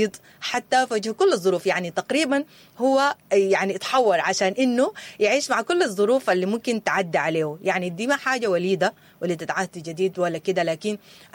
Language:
Sudanese Arabic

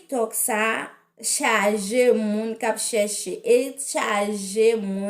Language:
Haitian Creole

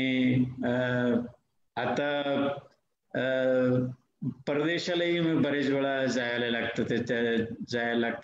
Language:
Marathi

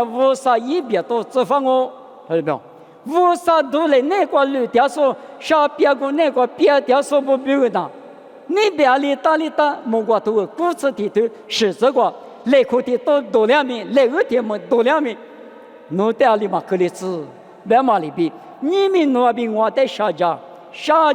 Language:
Lisu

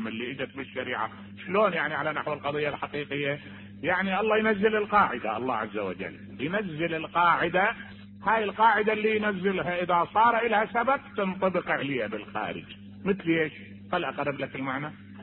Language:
Mesopotamian Arabic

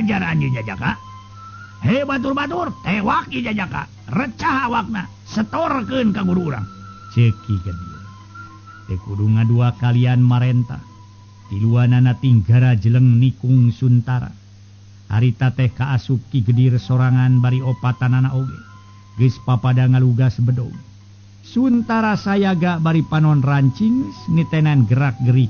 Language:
Sundanese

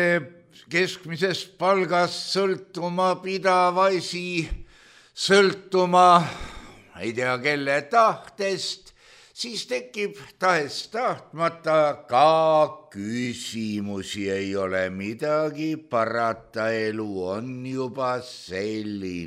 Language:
Estonian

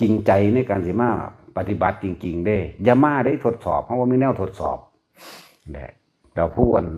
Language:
Northeastern Thai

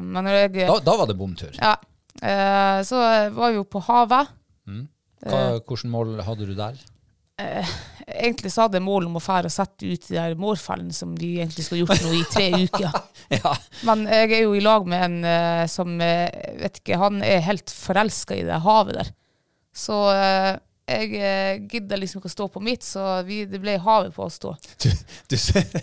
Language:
Norwegian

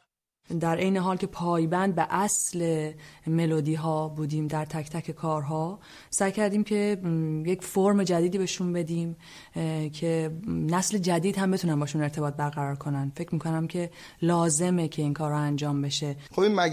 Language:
Persian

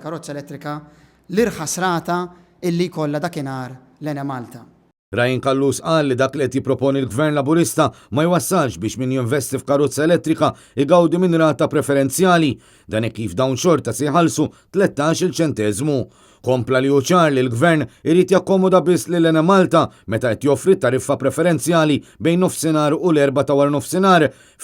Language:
Maltese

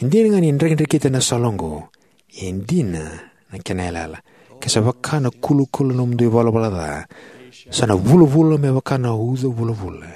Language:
Fijian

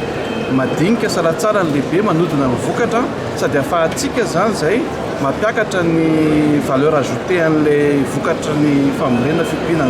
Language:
Malagasy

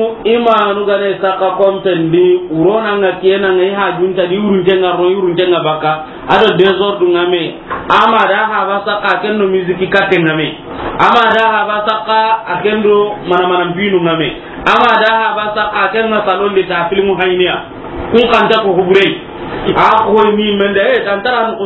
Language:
Soninke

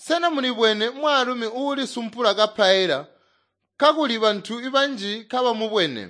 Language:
Tonga (Zambia)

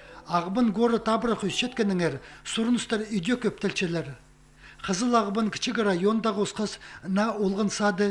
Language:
Khakas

